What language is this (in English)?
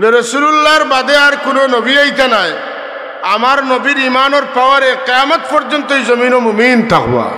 Sylheti